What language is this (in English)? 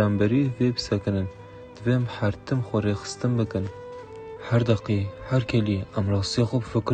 Kurdish